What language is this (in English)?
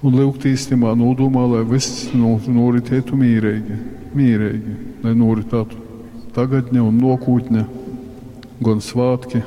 Latgalian